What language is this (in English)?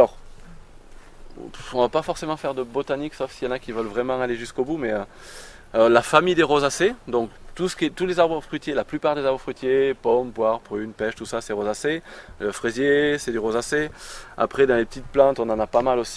French